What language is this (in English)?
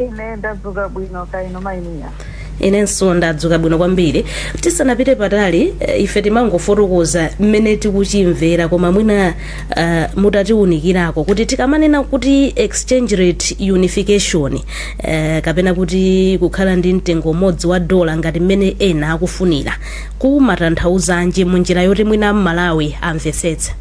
Nyanja